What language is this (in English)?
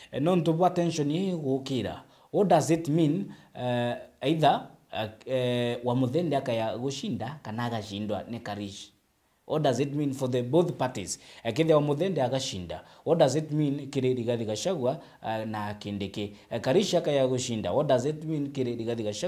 Meru